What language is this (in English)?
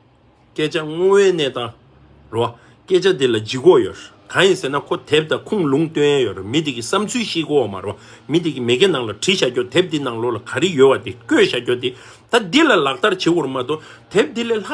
Tibetan